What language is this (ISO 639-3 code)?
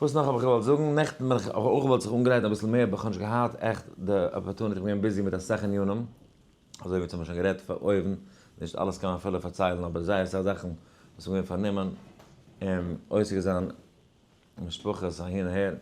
yid